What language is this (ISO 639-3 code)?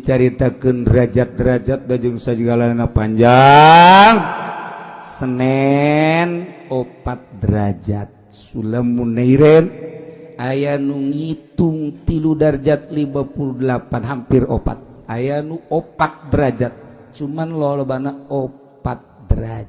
sun